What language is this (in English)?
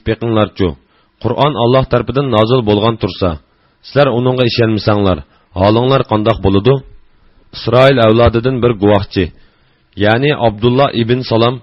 Uyghur